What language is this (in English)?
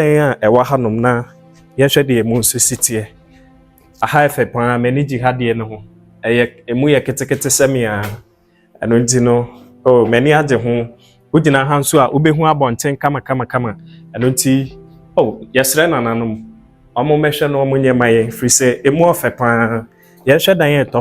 Akan